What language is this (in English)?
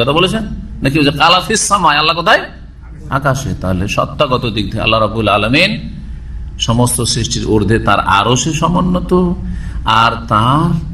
Bangla